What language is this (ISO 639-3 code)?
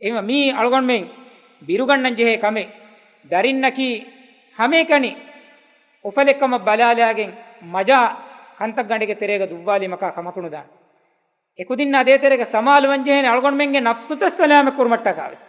div